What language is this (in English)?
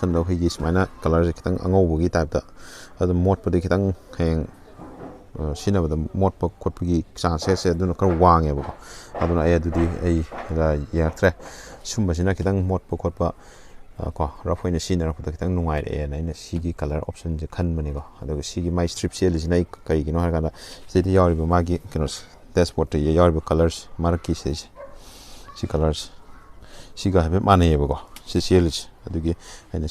Manipuri